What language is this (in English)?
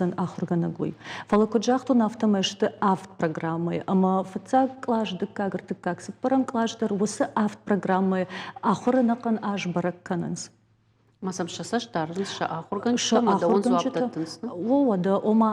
Ossetic